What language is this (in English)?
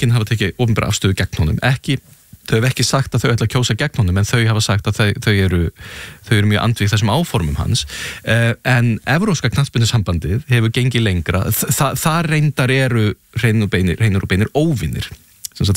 Icelandic